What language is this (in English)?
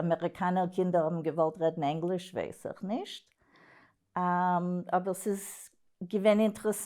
Yiddish